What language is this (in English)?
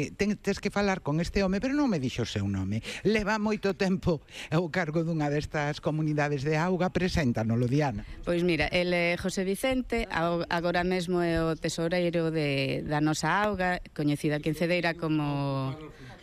Galician